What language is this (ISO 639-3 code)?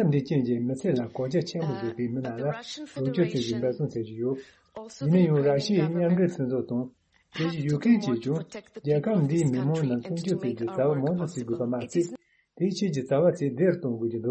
bod